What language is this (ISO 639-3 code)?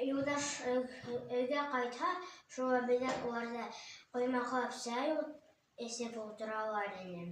bak